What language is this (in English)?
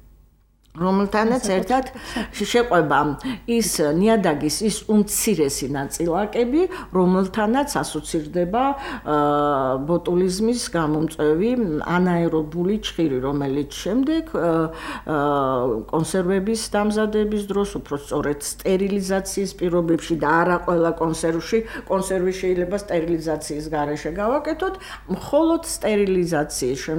Georgian